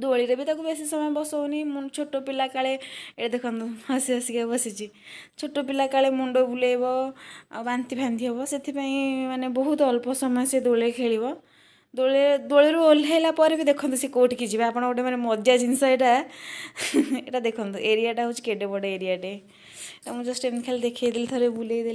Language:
Odia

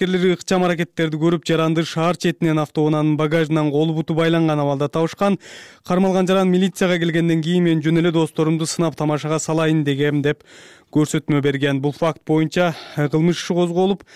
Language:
Kyrgyz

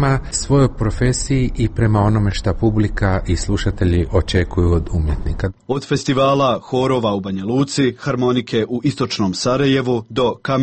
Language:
Croatian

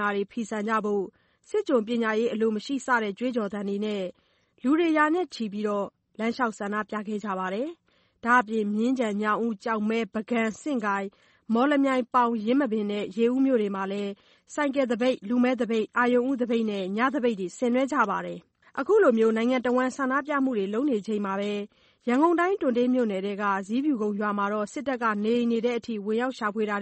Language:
Burmese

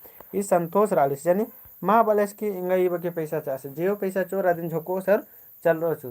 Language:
Kurukh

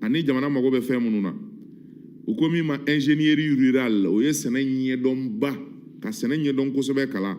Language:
Bambara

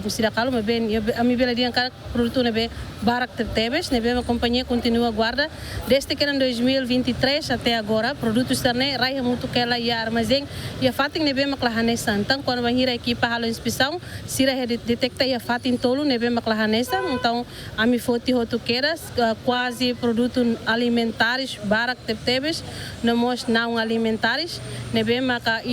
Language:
Tetum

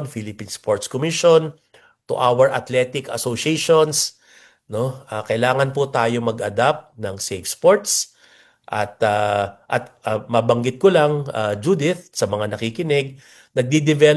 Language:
Filipino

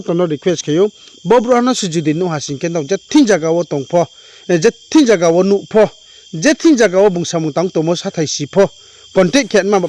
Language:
Riang (India)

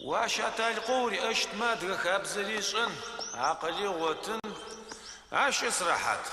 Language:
Adyghe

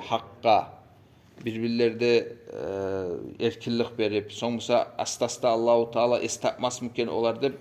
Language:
Kumyk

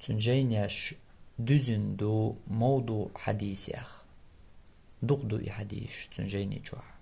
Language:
Chechen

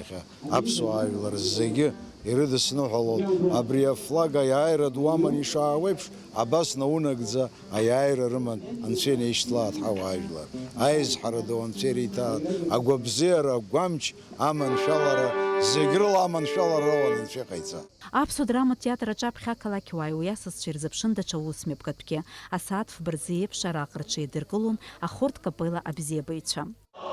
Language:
Abkhazian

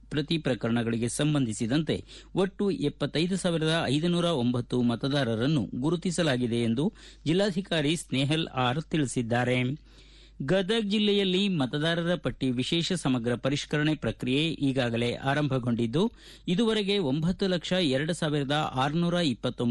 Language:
Kannada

